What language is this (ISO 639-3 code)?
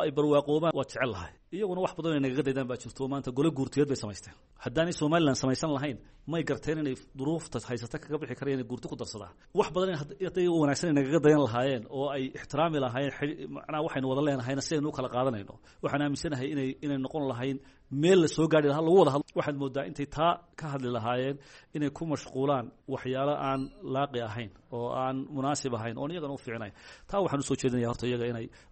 som